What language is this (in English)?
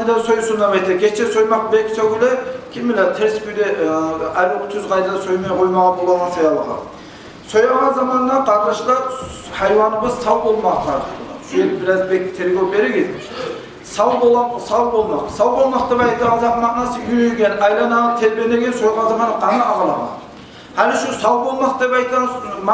Kumyk